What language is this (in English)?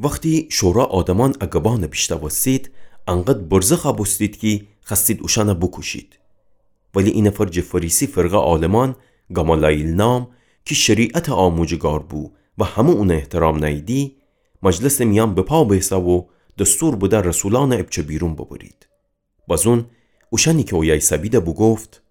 Gilaki